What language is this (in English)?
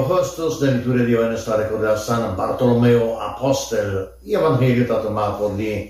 Papiamento